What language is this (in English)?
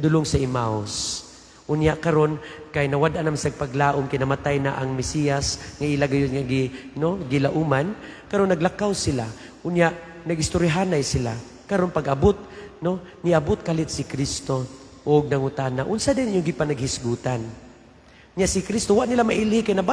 Cebuano